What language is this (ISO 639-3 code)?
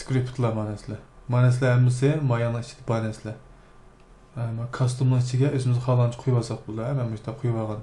uig